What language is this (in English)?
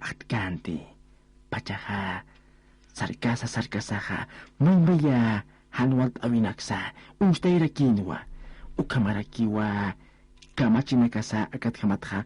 Aymara